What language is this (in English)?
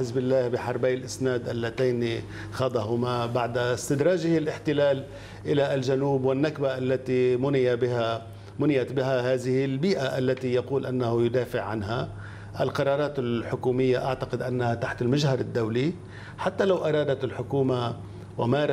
Arabic